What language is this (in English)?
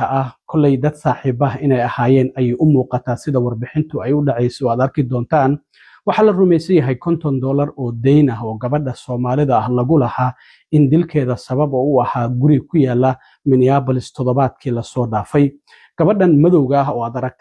Somali